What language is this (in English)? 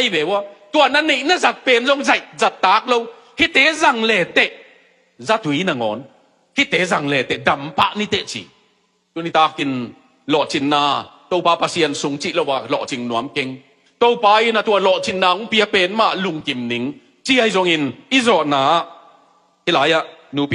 Tedim Chin